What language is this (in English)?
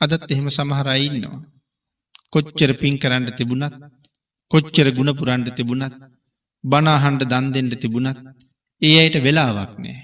Sinhala